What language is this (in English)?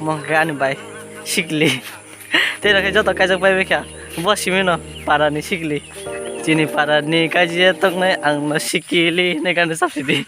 Kok Borok